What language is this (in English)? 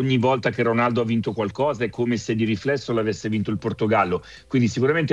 Italian